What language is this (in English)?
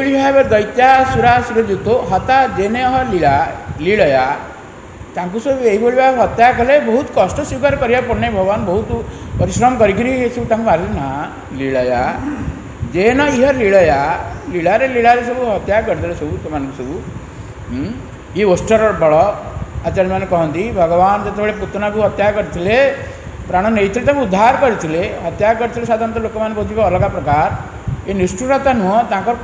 Odia